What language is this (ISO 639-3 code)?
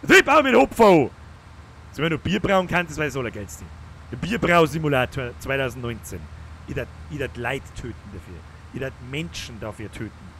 bar